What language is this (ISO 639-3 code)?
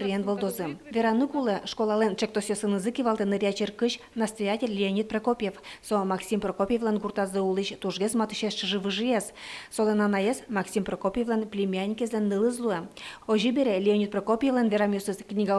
udm